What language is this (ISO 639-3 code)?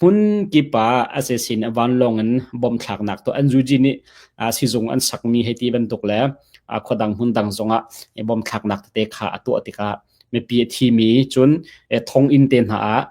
cnh